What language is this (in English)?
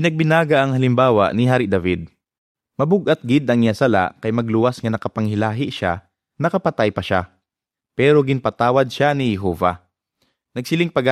Hiligaynon